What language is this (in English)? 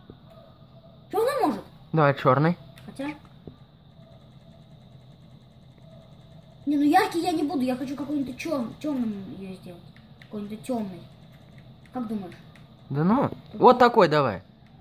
Russian